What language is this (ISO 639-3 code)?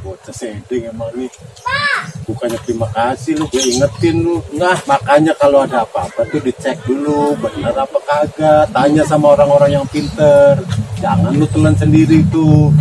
bew